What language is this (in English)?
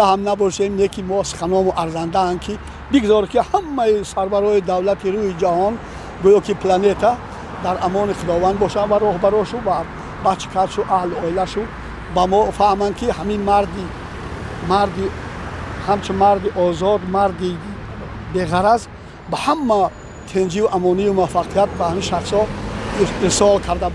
Tajik